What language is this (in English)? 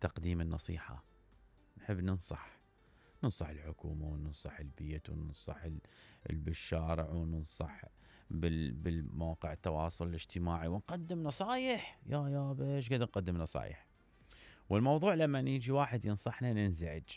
Mesopotamian Arabic